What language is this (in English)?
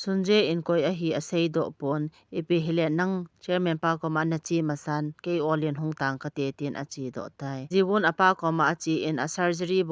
Thado Chin